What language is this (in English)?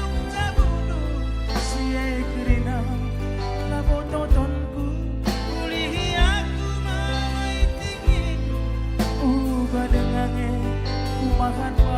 Batak Karo